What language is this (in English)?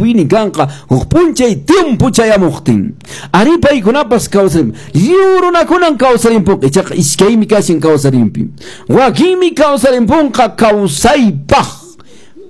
Quechua